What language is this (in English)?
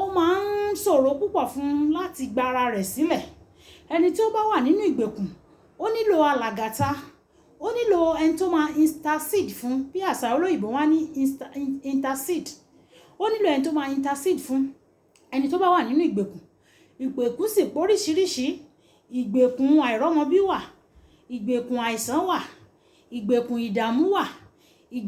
Yoruba